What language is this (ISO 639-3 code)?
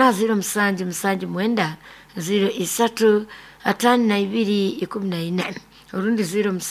nyo